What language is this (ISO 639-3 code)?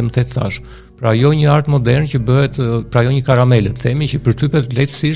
sqi